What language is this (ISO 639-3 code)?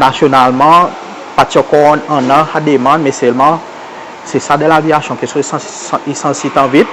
crs